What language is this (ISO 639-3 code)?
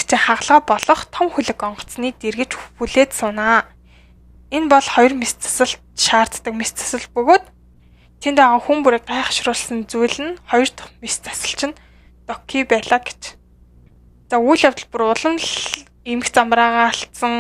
mon